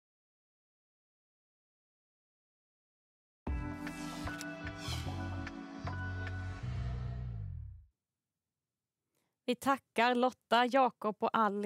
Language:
Swedish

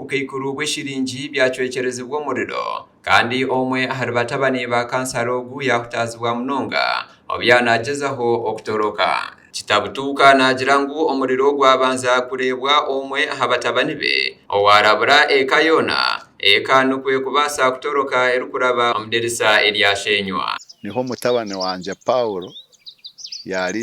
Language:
Nyankole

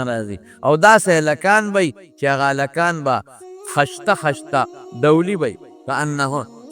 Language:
Pashto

